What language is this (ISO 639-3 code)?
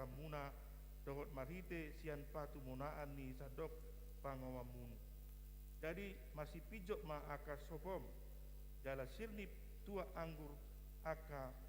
bbc